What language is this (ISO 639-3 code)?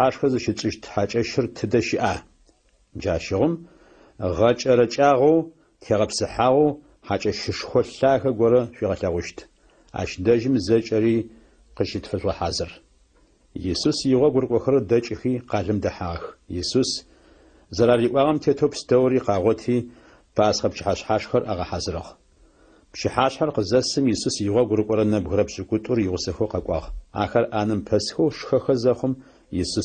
ady